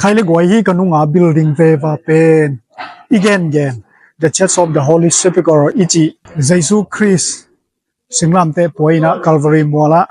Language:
Tedim Chin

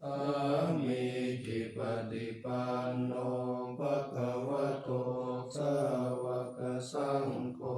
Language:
Pali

